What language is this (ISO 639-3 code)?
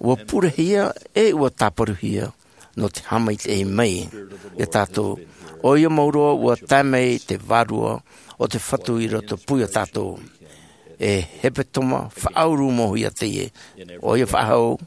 tah